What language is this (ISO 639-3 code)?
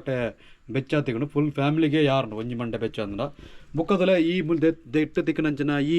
tcy